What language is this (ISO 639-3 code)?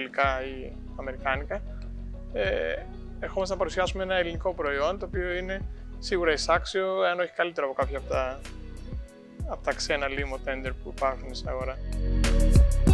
ell